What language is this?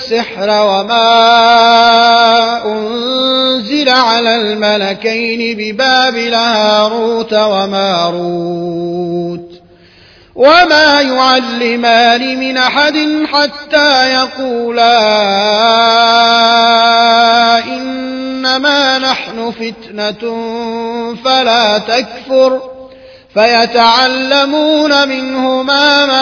Arabic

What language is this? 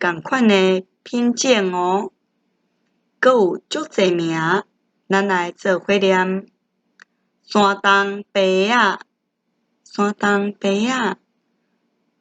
Min Nan Chinese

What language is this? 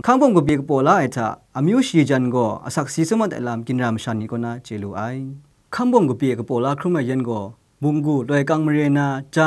Kachin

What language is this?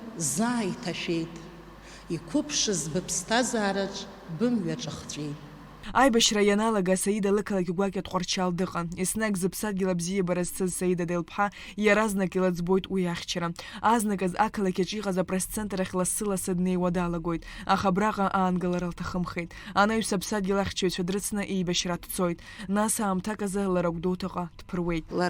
Abkhazian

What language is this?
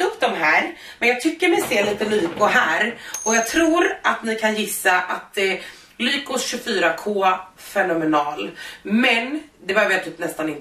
Swedish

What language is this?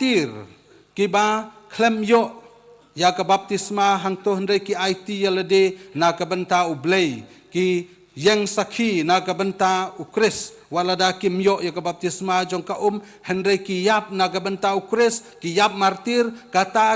Khasi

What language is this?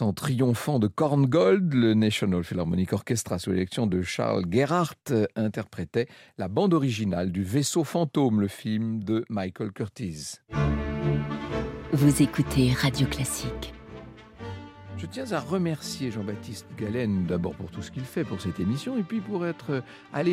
French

